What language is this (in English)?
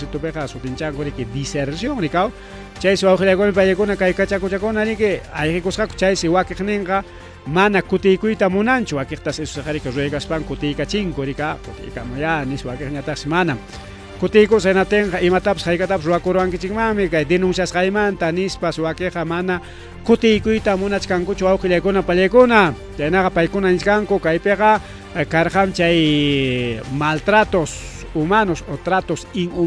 Ayacucho Quechua